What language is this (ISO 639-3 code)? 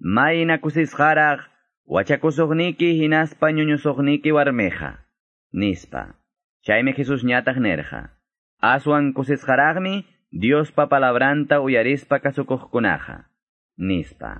que